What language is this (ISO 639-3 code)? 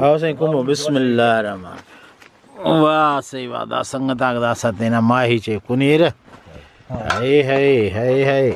brh